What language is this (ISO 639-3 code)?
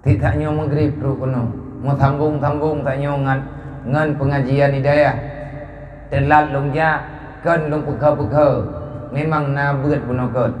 ace